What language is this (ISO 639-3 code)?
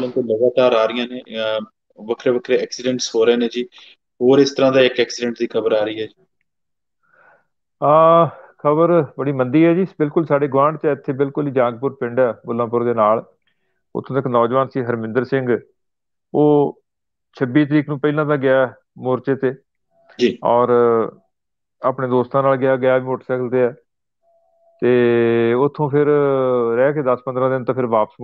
pan